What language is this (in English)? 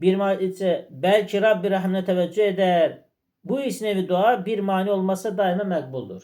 Azerbaijani